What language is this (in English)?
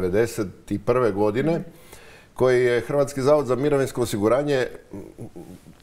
Croatian